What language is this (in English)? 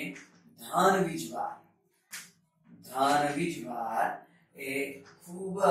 Gujarati